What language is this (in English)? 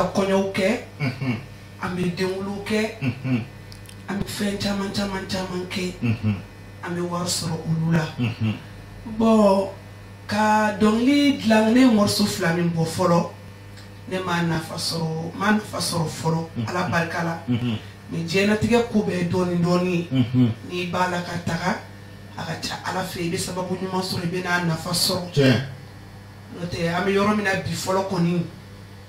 Bambara